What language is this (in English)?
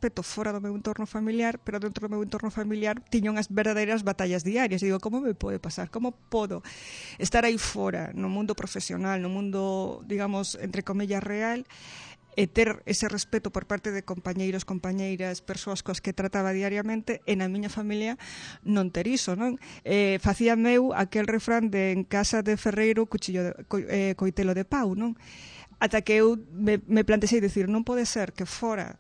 Galician